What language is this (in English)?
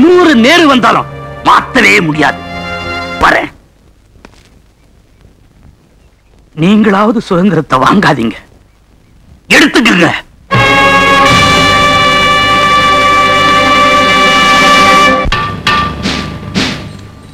Tamil